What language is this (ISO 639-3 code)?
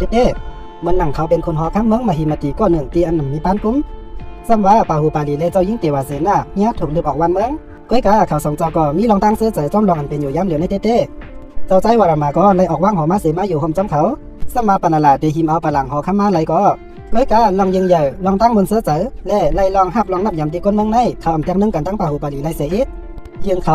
shn